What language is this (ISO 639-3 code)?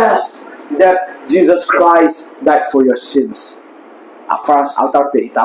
pck